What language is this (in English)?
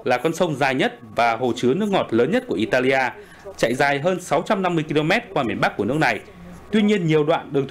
Vietnamese